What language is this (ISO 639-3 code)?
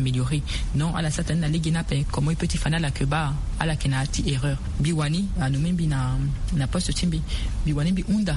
sag